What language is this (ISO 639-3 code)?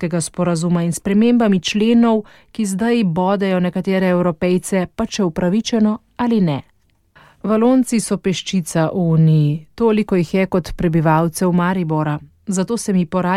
slv